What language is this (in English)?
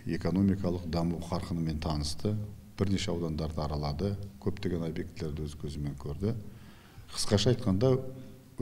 Kazakh